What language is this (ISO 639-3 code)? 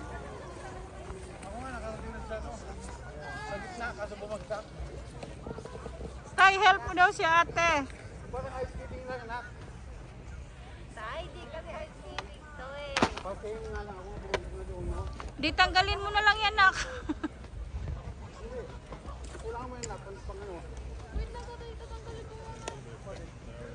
fil